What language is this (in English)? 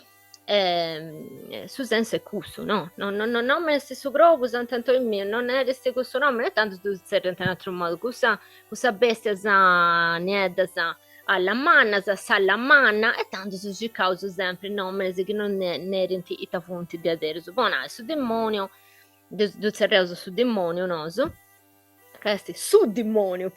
Sardinian